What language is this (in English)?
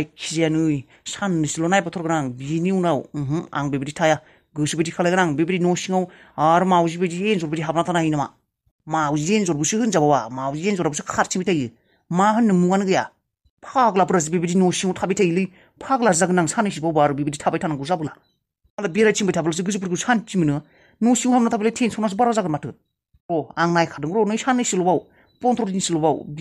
Bodo